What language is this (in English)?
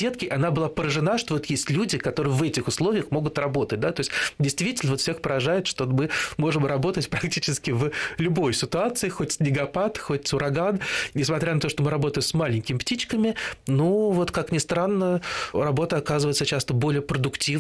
Russian